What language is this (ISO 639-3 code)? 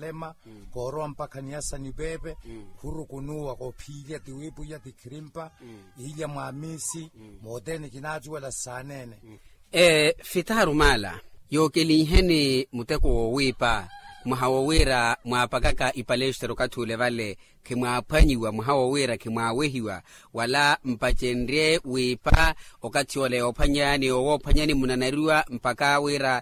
vmw